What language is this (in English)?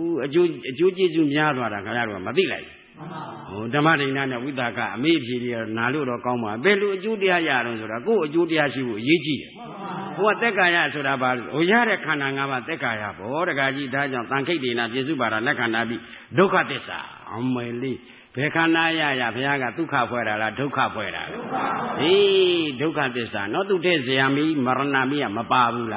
Burmese